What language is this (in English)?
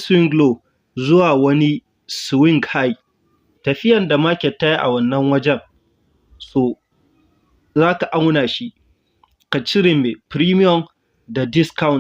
Hausa